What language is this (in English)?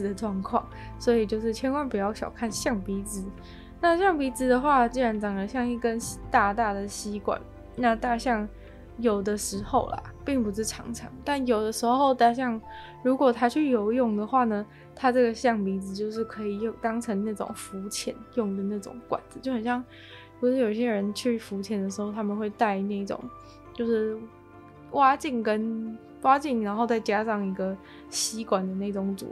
Chinese